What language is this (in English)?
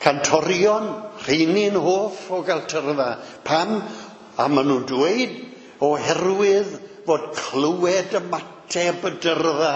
Welsh